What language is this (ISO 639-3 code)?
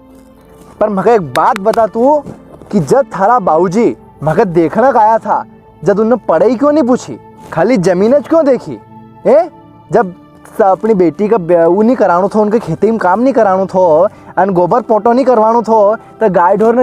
raj